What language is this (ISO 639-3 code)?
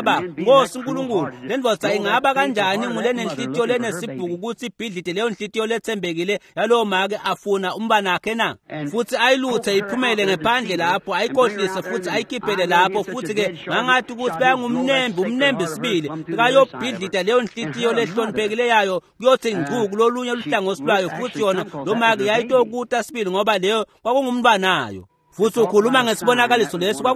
ssw